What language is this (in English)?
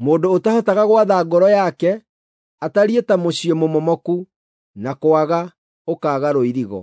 Kikuyu